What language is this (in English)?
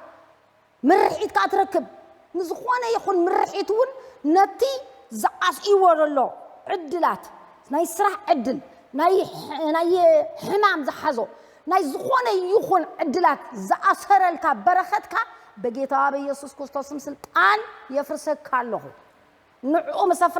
Tigrinya